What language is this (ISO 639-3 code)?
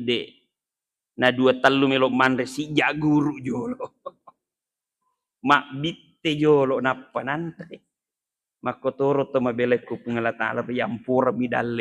bug